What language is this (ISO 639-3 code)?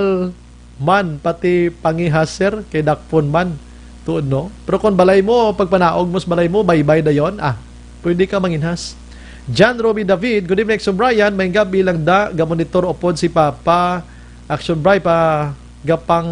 hil